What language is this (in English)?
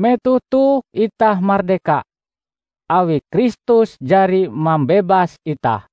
Ngaju